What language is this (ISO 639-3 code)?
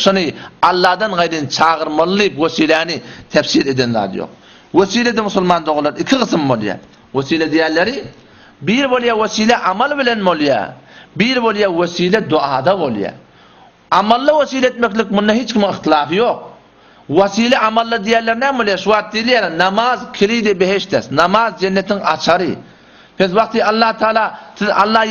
tuk